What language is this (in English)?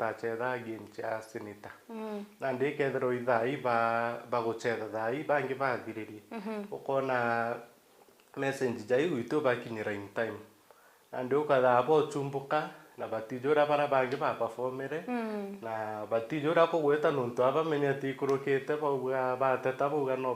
Meru